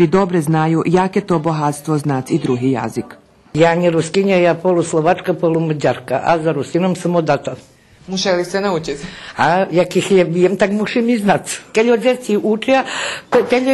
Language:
Rusyn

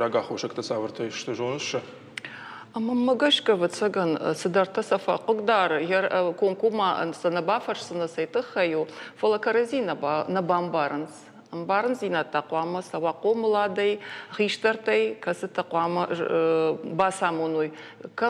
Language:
Ossetic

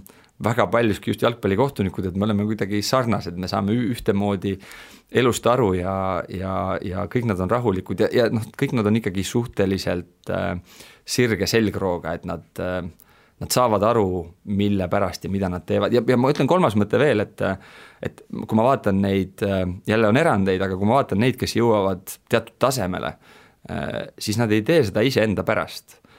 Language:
Estonian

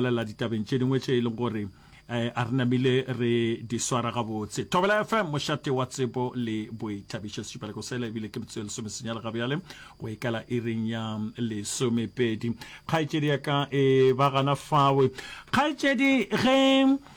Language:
Northern Sotho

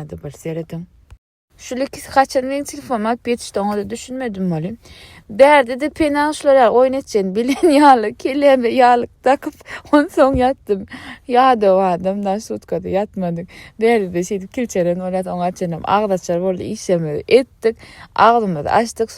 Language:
Turkmen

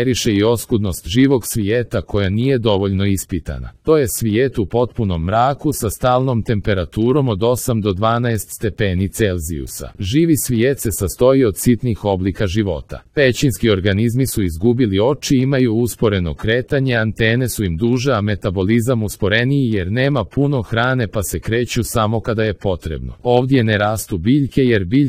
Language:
Serbian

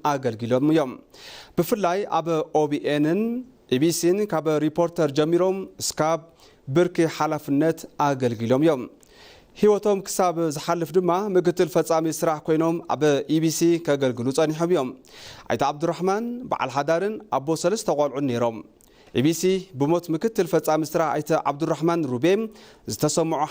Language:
Tigrinya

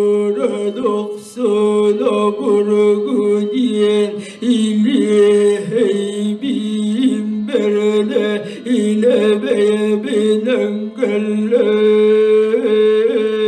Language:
Yakut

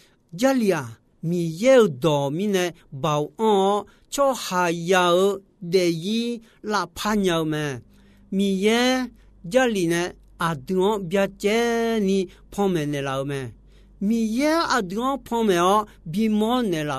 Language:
Akha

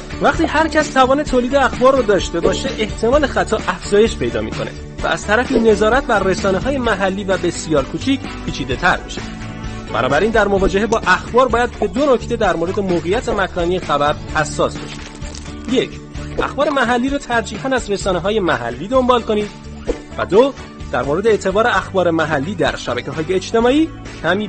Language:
Persian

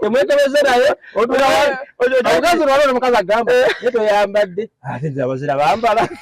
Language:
Ganda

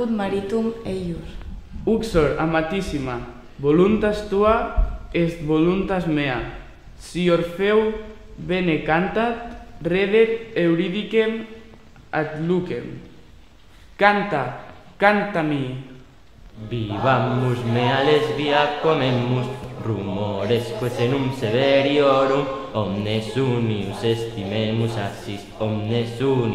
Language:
Latin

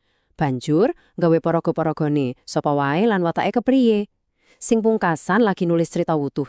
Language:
Javanese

